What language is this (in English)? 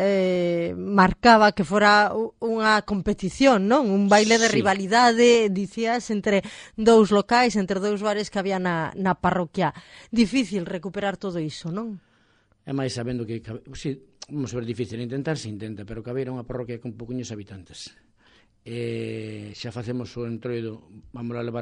Galician